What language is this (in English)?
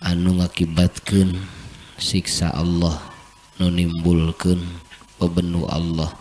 Sundanese